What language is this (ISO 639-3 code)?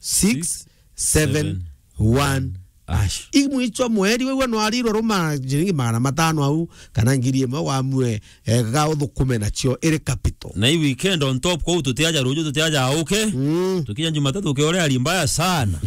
mer